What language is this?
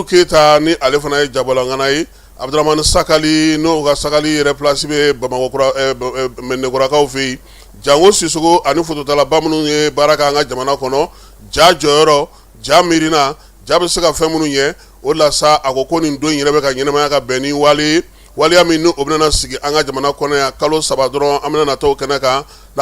Bambara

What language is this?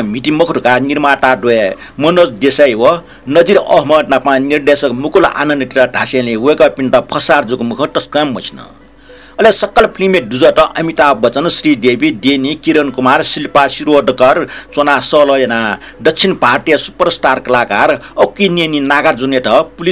Newari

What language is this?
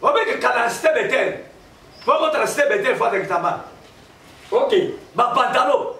Lingala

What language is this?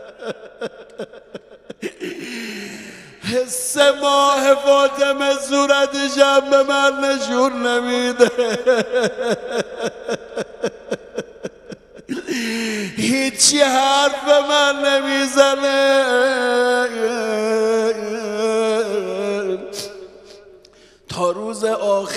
Persian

